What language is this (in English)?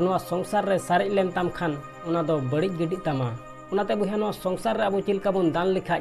Santali